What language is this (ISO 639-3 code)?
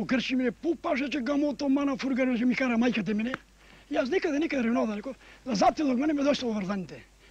mkd